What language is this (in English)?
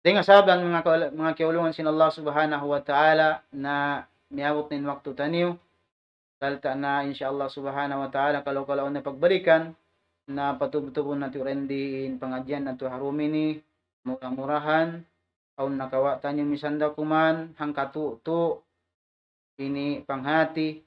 Tausug